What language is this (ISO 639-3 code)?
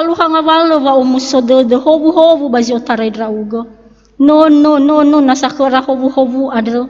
nia